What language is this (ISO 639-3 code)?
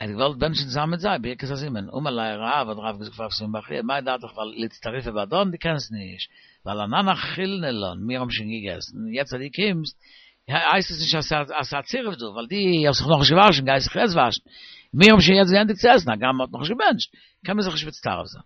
yid